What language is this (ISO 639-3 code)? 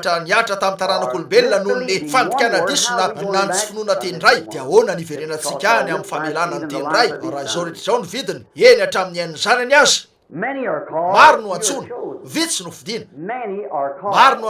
mlg